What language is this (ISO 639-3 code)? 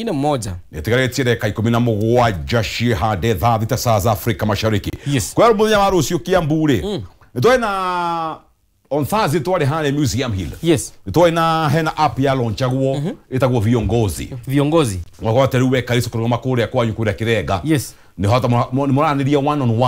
kik